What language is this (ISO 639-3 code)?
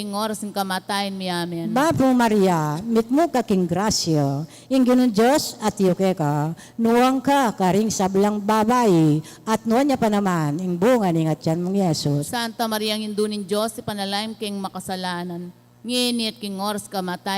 pam